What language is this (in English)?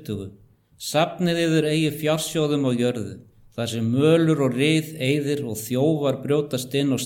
Icelandic